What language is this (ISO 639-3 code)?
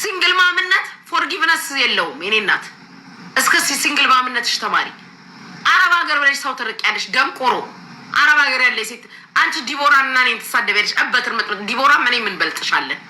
amh